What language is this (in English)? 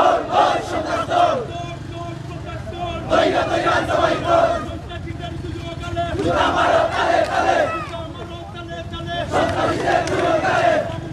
Sylheti